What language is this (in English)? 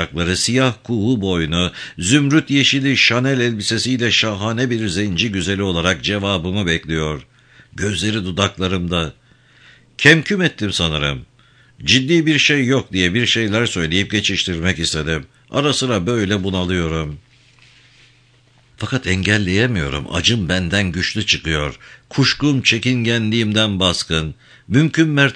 Turkish